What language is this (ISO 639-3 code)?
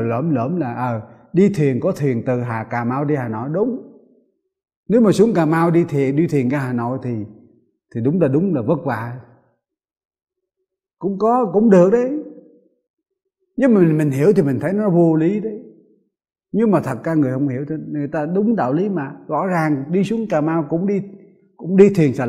vie